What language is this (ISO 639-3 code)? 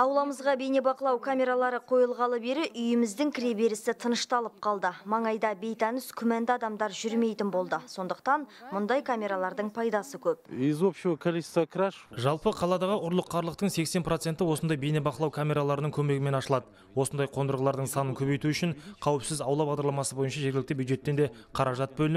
kaz